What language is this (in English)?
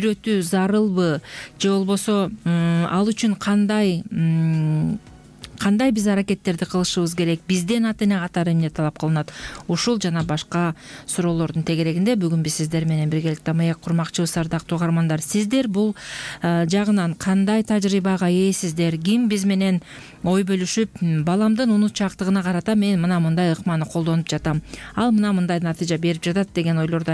Kyrgyz